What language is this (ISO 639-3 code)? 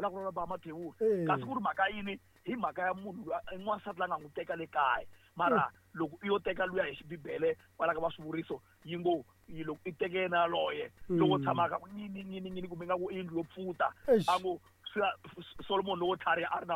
tso